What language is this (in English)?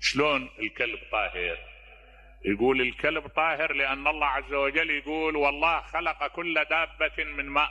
Mesopotamian Arabic